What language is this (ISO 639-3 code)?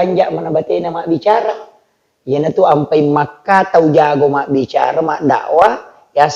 bug